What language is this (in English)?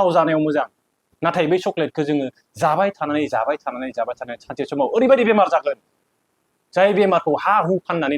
Bodo